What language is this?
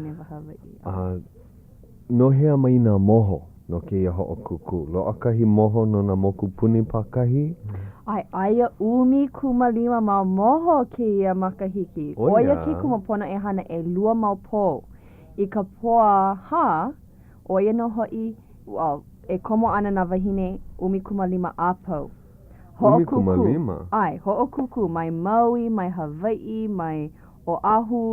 Hawaiian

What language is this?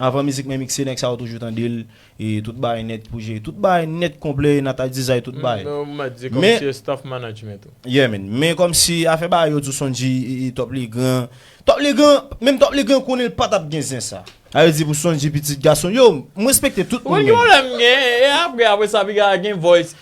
Haitian Creole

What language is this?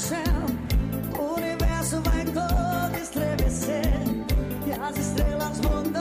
Portuguese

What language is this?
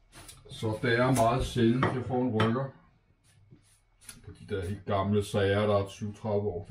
Danish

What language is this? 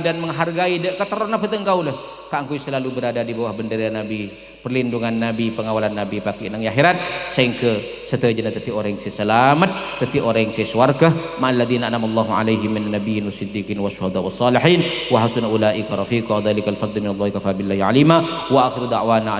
Madurese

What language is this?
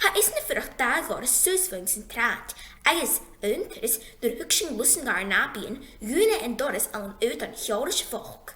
Scottish Gaelic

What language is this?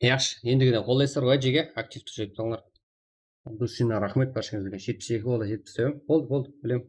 Kara-Kalpak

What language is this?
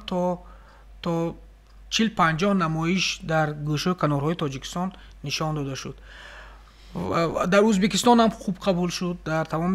Tajik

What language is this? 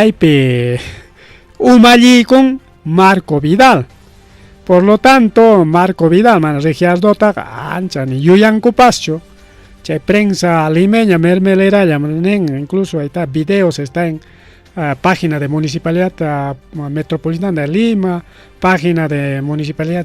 Ayacucho Quechua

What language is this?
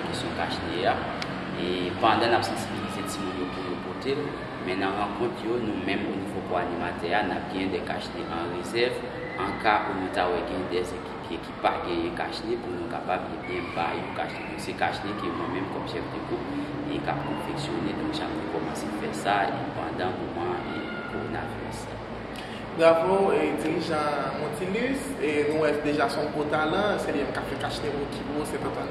Haitian Creole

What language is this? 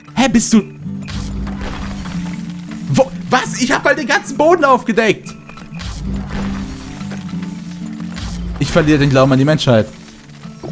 German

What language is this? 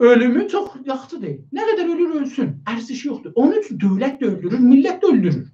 South Azerbaijani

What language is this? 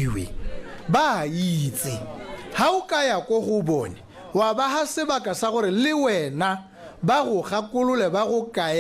Tswana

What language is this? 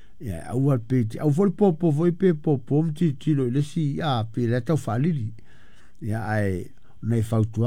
Samoan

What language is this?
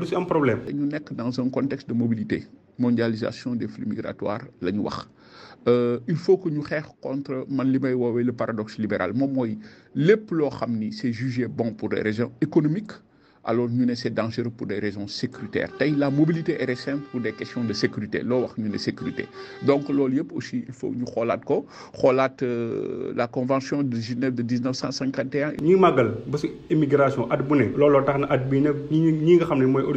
Wolof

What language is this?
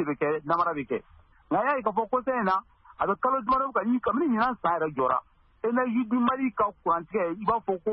Bambara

